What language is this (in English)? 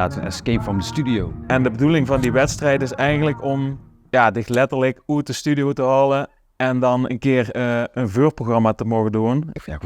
Limburgish